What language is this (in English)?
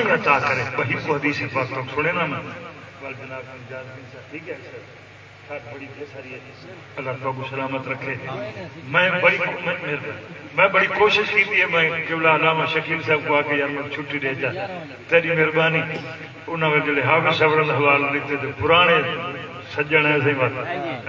Saraiki